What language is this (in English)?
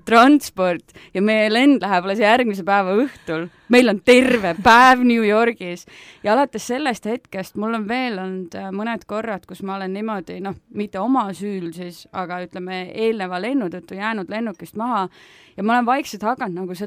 Estonian